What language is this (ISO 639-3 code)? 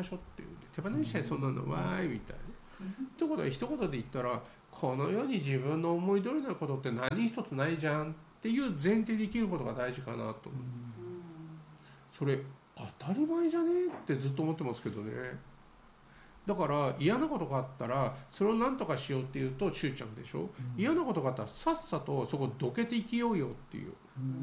jpn